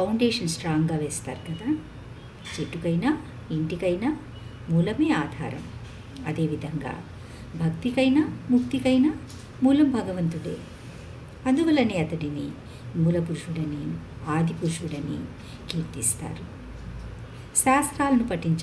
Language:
Telugu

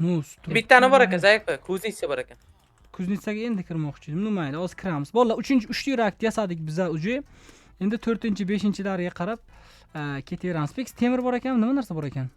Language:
Uzbek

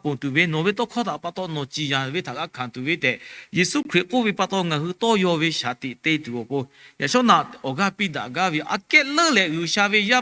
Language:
Lahu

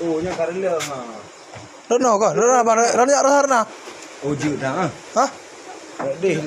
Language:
Achinese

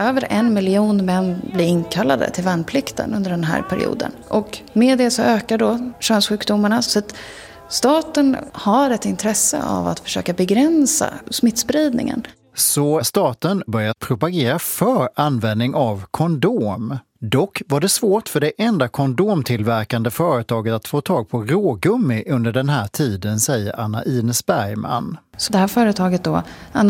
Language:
Swedish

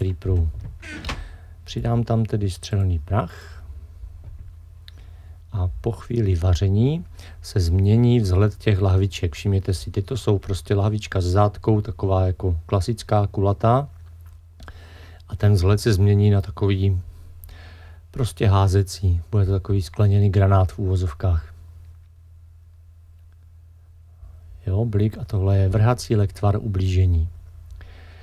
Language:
Czech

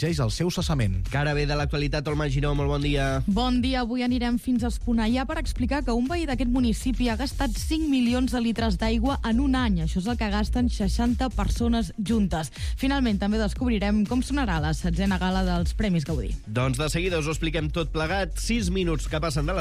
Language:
Catalan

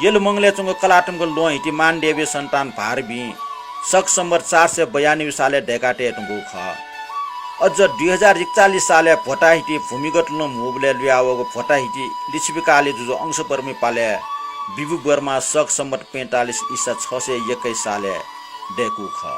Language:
Newari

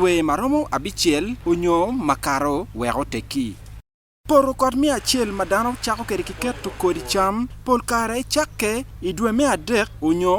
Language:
Acoli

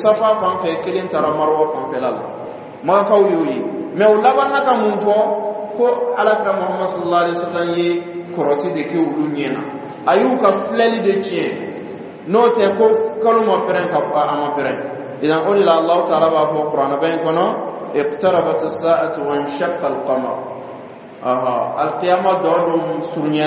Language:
Dyula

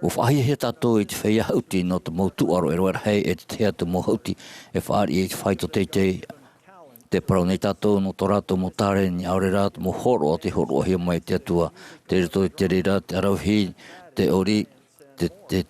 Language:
Tahitian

